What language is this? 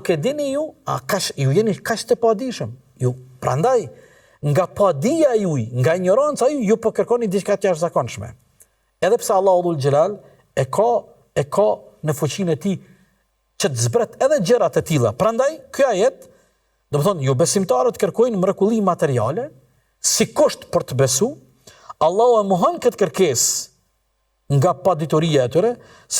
Albanian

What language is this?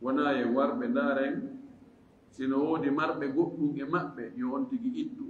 Fula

